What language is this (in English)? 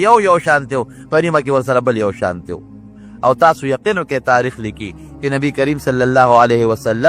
Pashto